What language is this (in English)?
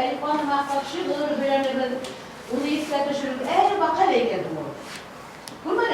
Bashkir